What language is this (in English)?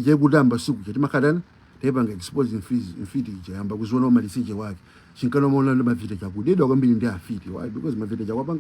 Nyanja